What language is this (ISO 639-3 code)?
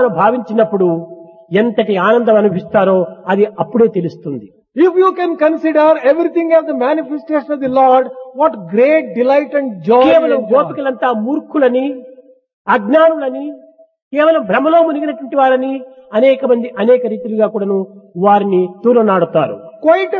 tel